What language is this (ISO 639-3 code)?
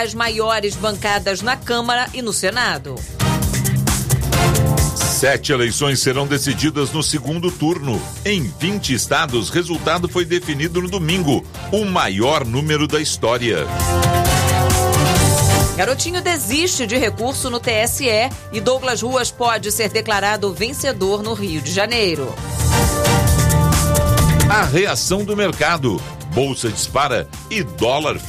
por